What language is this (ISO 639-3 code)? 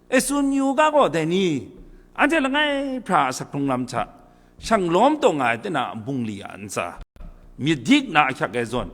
kac